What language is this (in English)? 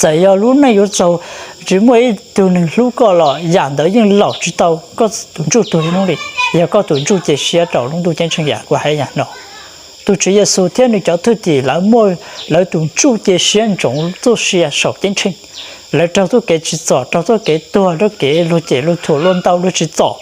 Hmong